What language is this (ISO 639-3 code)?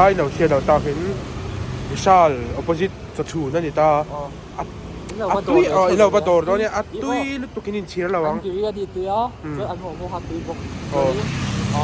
lus